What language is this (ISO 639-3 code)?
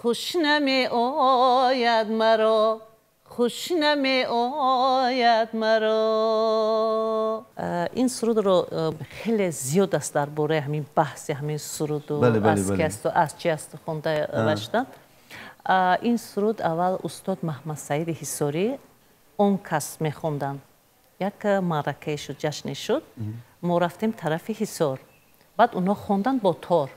tgk